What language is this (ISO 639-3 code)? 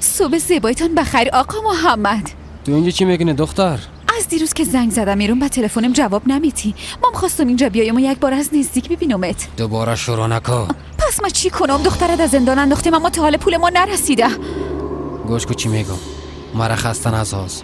fas